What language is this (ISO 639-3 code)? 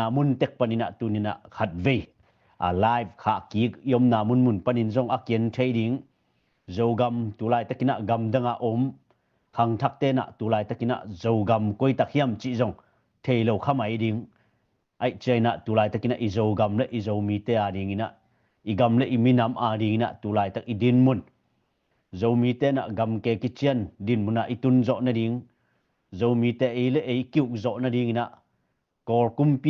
ctd